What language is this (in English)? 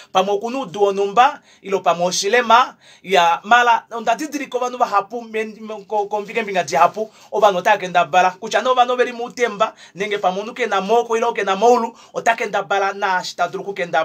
Kuanyama